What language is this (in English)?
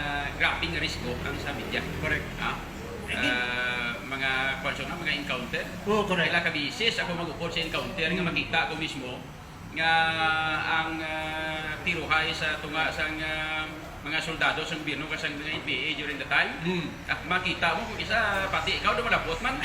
Hiligaynon